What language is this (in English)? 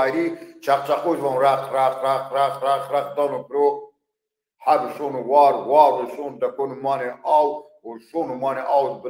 Zaza